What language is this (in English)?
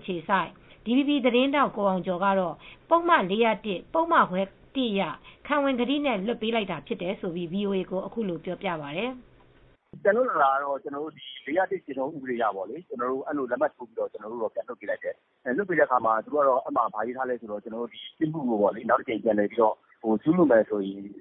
Burmese